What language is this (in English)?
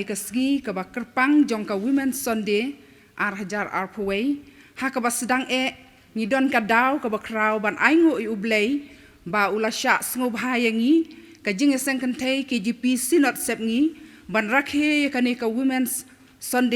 Khasi